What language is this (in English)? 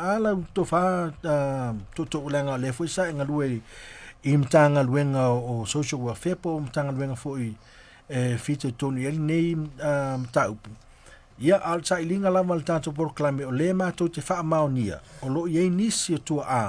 Samoan